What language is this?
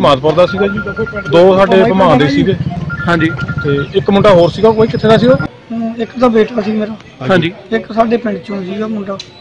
Punjabi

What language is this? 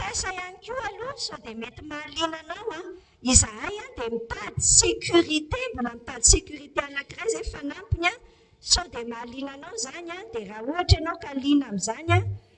Malagasy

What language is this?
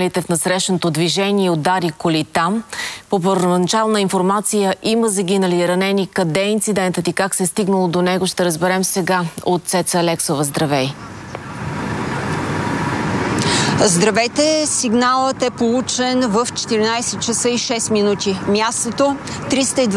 Bulgarian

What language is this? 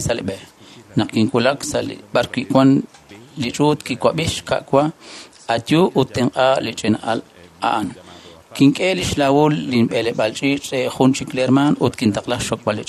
Kekchí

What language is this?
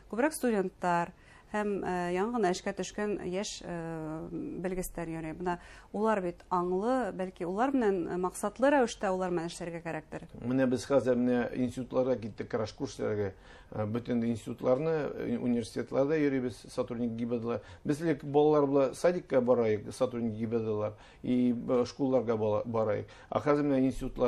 Bashkir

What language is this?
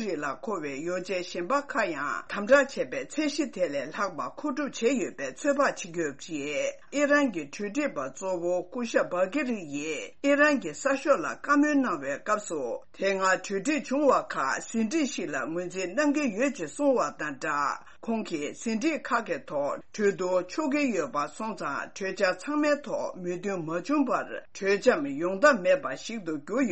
Tibetan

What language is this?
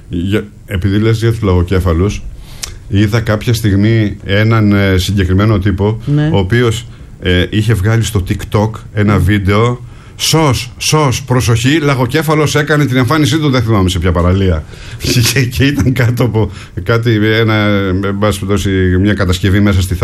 Greek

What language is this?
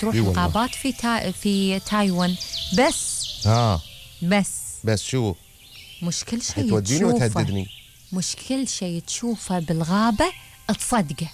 Gulf Arabic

